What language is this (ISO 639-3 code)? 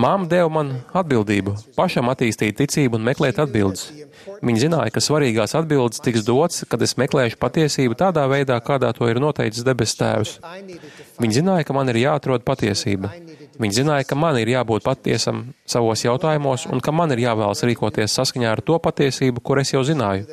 lav